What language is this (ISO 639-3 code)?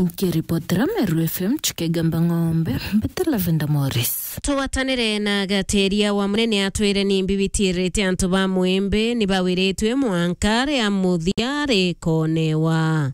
mer